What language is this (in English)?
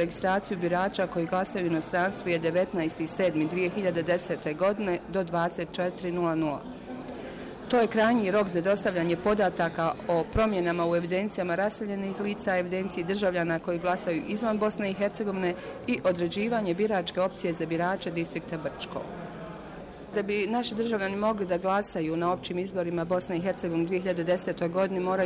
Bosnian